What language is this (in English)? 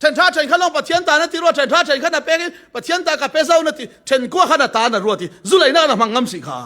Falam Chin